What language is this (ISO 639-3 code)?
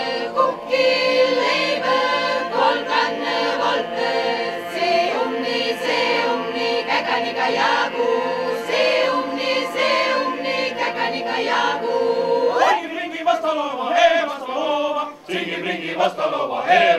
est